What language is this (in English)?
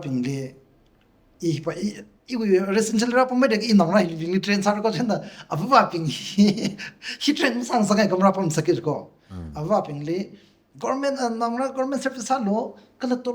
Tangkhul Naga (India)